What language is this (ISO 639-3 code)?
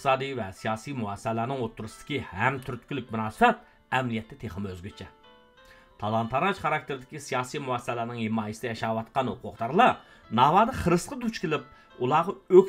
uig